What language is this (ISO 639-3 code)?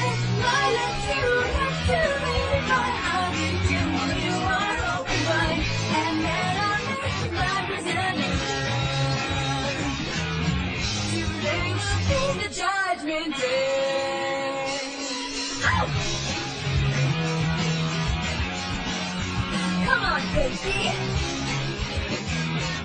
eng